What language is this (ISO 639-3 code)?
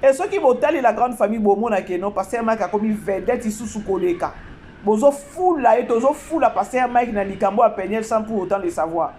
lin